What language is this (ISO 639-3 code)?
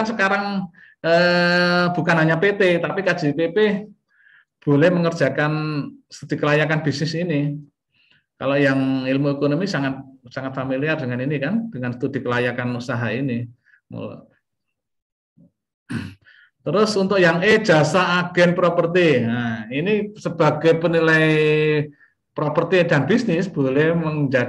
ind